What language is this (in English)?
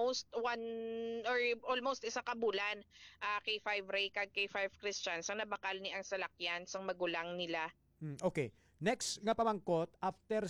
Hiligaynon